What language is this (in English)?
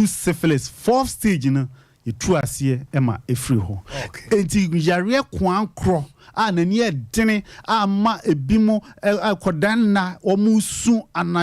Akan